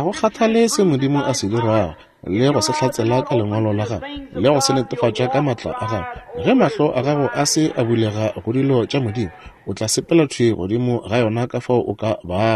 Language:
Northern Sotho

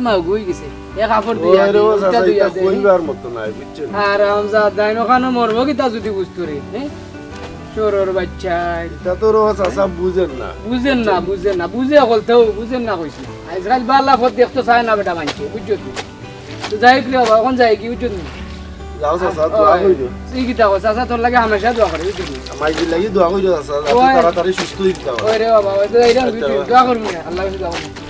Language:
Sylheti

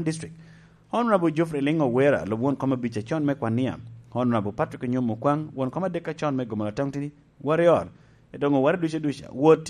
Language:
Lango (Uganda)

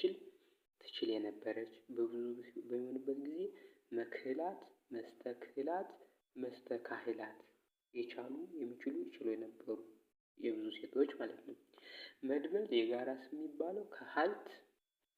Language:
Amharic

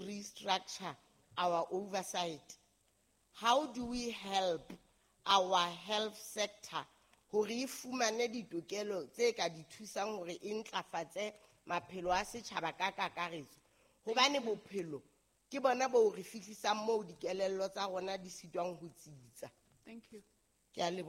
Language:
Southern Sotho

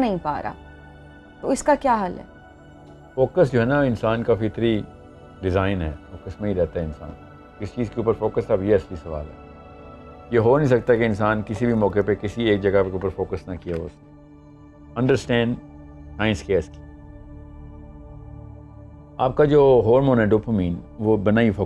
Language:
Urdu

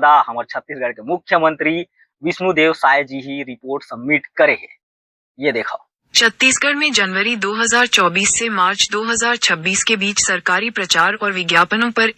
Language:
Chhattisgarhi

